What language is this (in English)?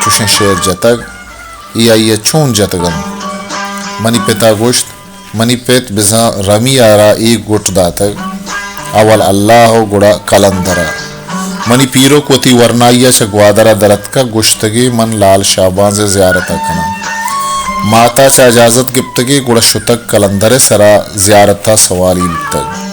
Baluchi